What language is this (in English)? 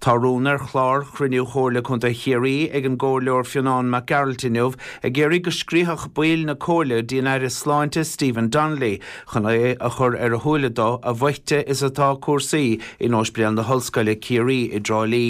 Irish